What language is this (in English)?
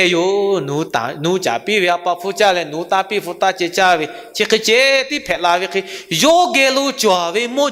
Lahu